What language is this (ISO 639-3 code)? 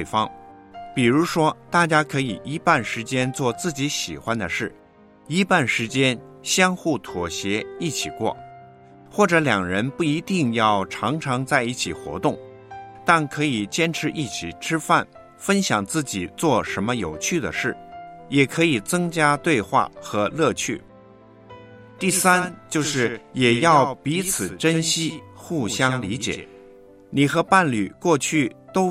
zho